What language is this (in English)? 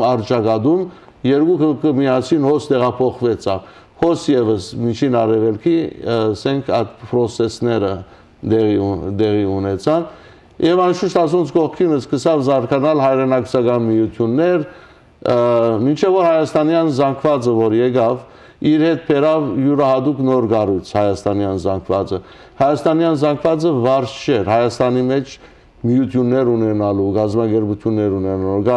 Western Armenian